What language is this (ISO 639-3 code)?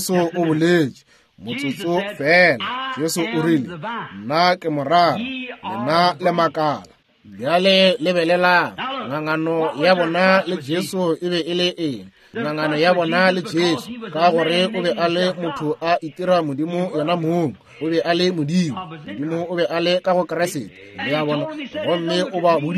nso